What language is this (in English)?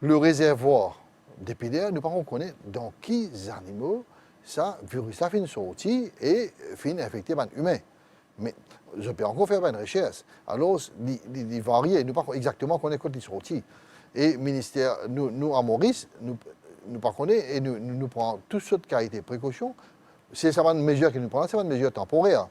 Morisyen